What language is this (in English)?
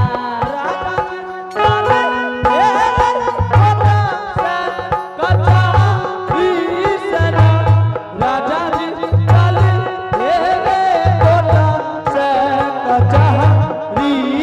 Angika